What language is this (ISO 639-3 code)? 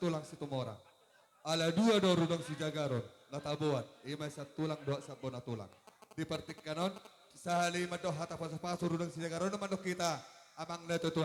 bbc